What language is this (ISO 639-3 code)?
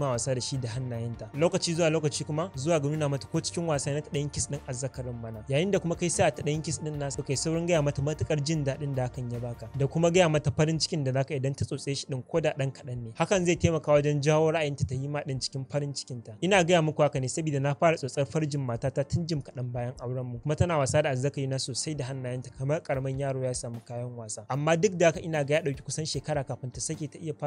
hau